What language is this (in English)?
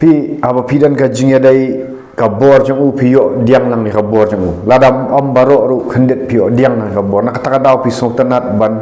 Khasi